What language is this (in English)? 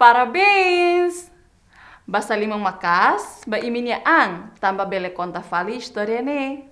Tetum